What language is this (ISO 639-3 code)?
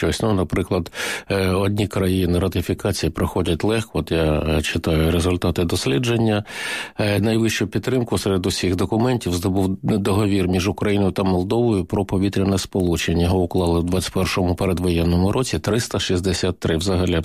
ukr